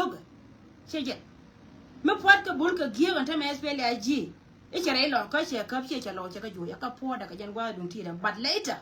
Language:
Nuer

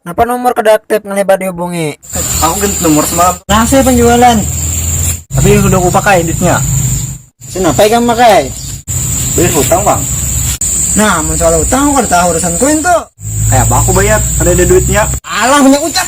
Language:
Banjar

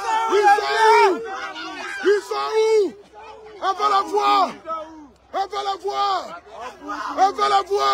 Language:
French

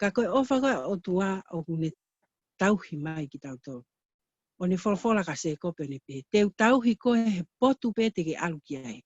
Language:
Tongan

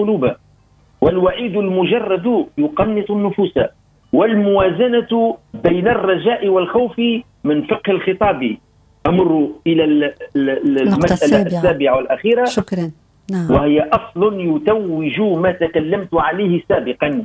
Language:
Arabic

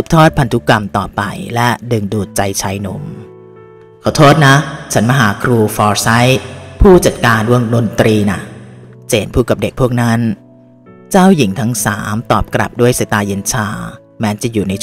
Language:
Thai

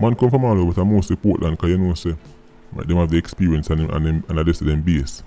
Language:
Jamaican Creole English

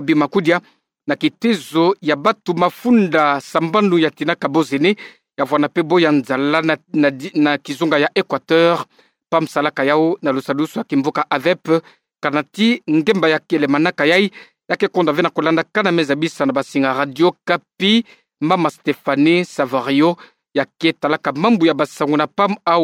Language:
Kituba (Democratic Republic of Congo)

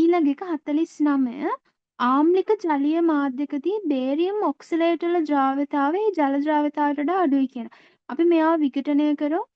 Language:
Sinhala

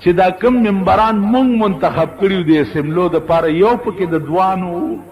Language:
Pashto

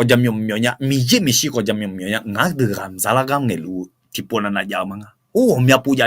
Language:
Akha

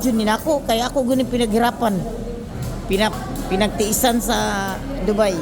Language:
Cebuano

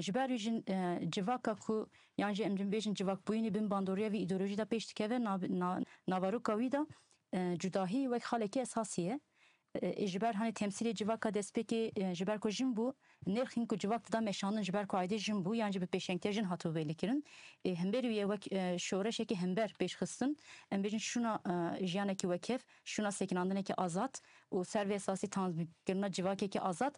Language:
Kurdish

